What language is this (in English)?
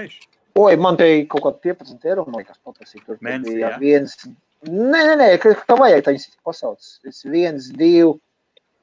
Latvian